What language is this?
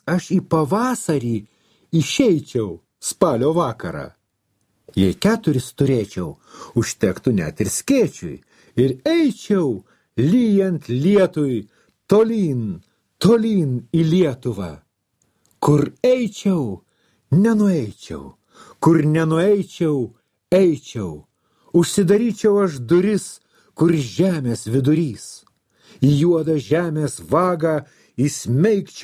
Lithuanian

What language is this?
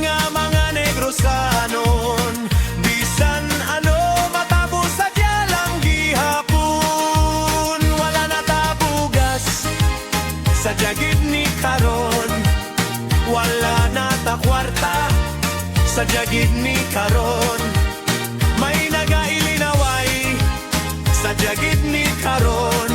Hiligaynon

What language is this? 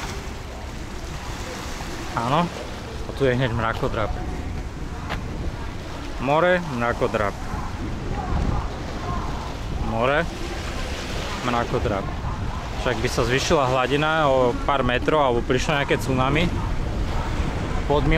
Slovak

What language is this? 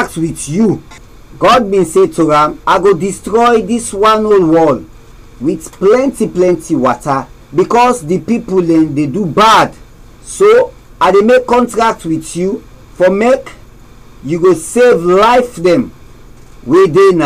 Krio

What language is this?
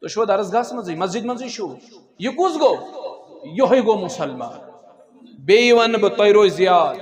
Kashmiri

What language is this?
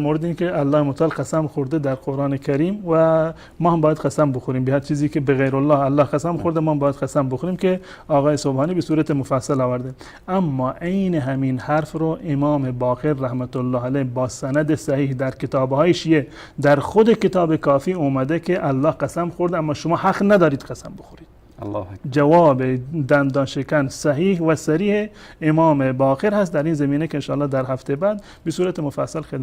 Persian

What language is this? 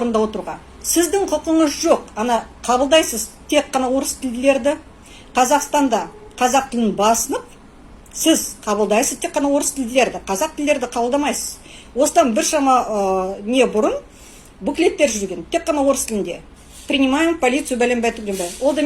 Kazakh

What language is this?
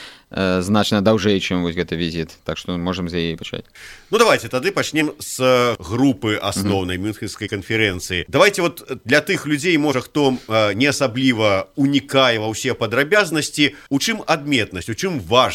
Belarusian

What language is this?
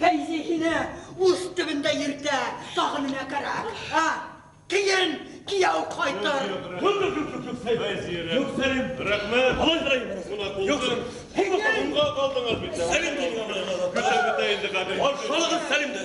Bashkir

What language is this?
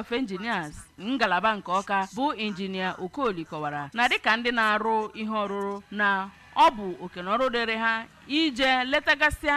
Igbo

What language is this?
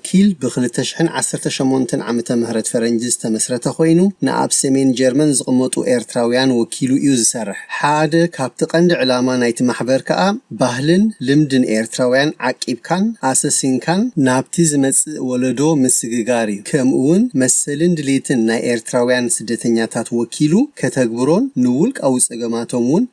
Tigrinya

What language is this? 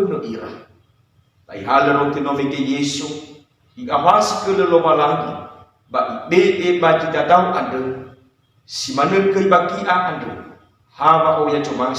Nias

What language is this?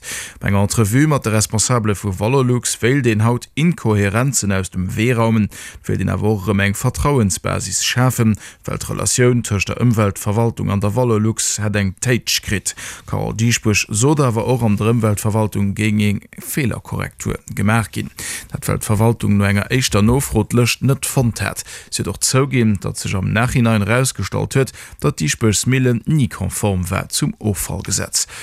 Luxembourgish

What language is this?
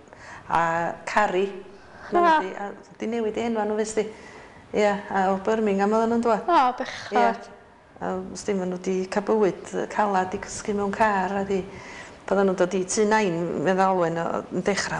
Welsh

